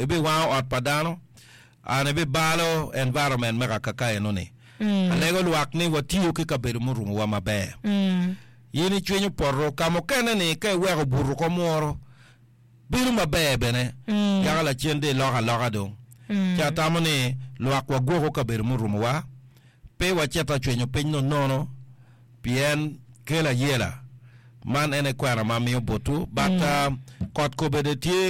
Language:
Acoli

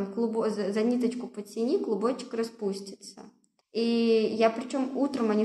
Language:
Russian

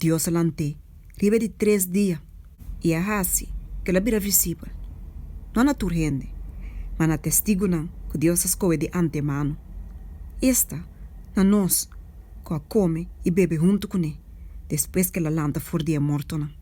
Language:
Papiamento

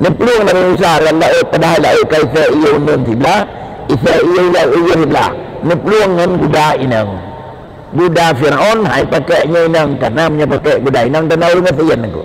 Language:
Achinese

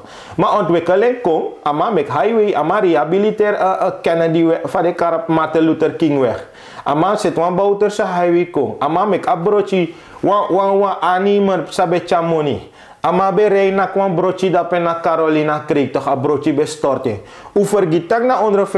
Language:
Sranan Tongo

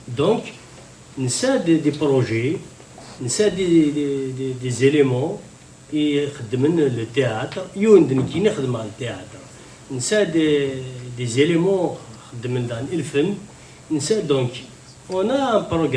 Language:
Kabyle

